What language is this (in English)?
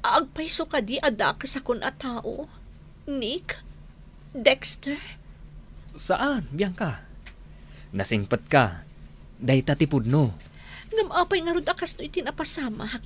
Iloko